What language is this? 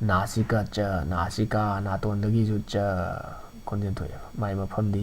Manipuri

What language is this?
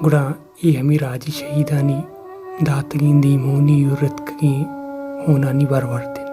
Baluchi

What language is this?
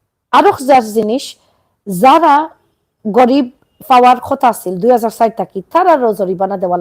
Sylheti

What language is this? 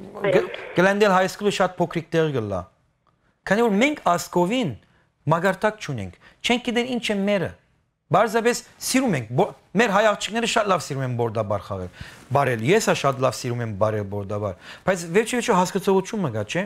Western Armenian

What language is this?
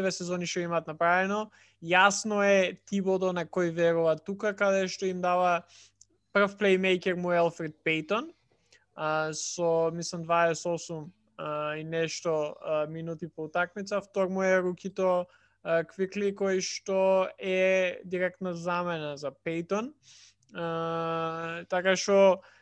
Macedonian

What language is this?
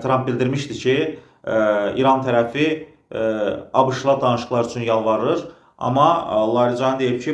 Azerbaijani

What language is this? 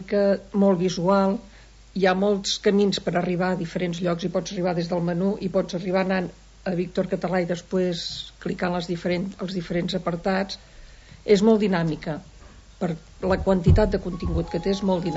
Catalan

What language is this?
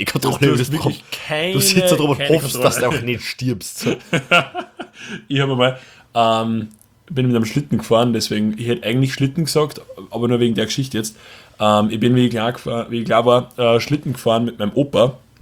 German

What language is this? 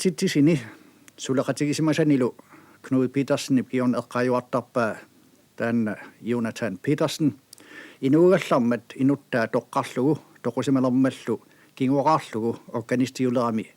Kalaallisut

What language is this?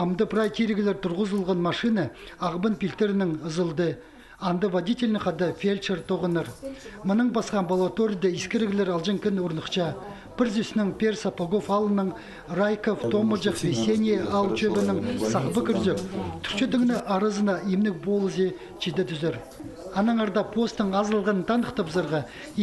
Khakas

